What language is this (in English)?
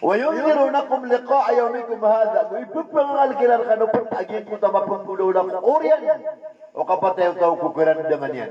Maranao